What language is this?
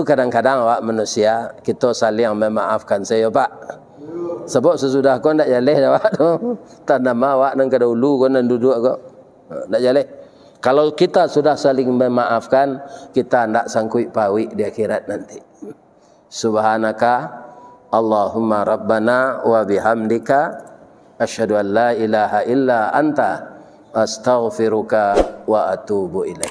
Minangkabau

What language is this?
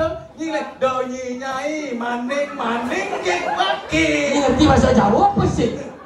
Balinese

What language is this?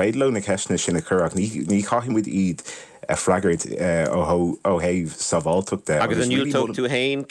Irish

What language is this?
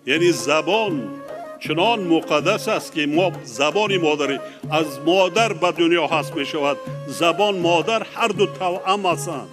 Tajik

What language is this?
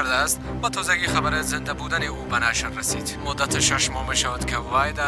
Persian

